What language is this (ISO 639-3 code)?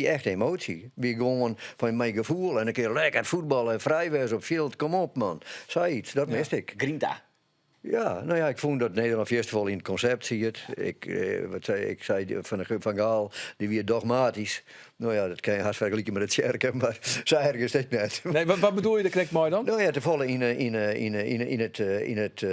fry